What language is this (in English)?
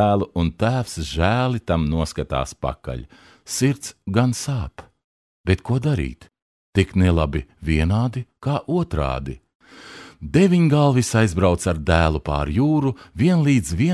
Latvian